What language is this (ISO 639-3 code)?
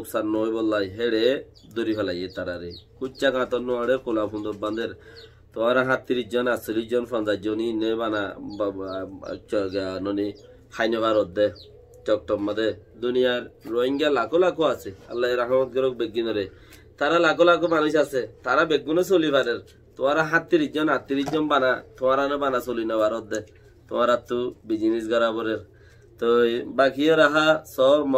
rhg